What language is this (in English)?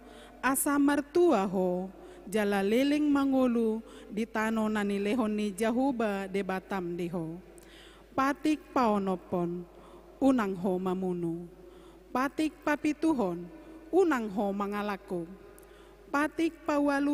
Batak Toba